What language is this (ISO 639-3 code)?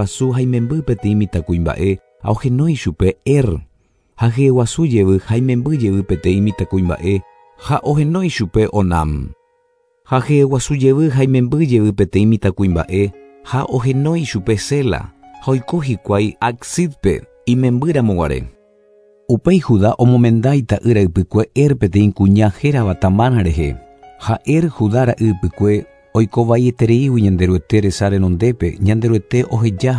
grn